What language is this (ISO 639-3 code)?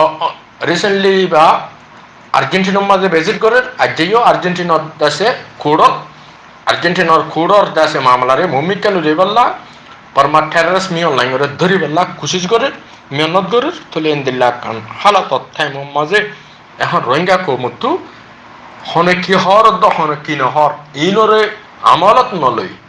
rhg